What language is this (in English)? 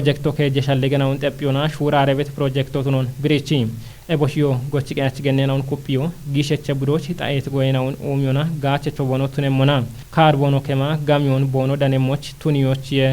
Kafa